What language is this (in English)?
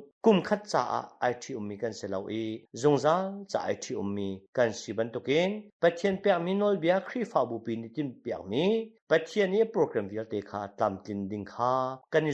Hakha Chin